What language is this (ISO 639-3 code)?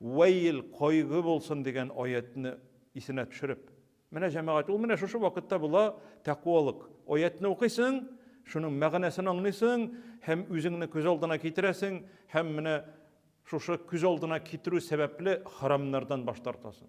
tat